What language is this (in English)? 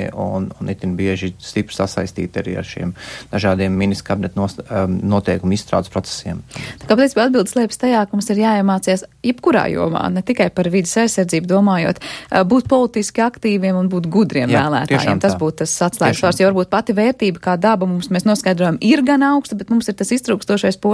Latvian